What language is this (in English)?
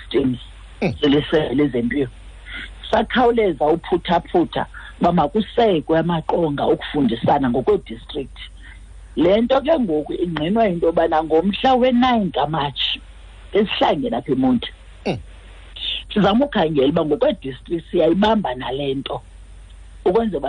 Xhosa